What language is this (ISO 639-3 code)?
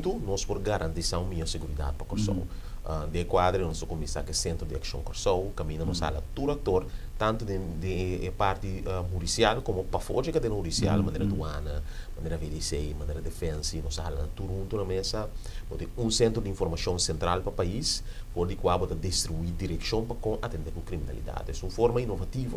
pap